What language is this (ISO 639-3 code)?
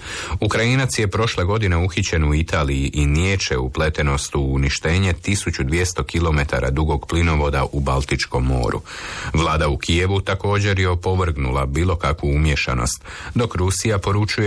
hrv